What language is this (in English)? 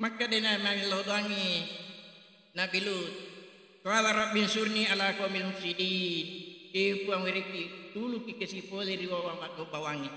Buginese